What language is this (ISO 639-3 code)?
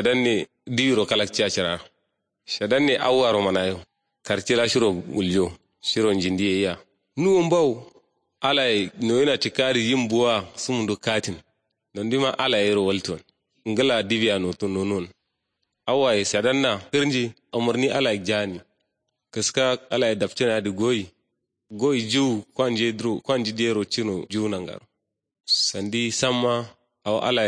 kau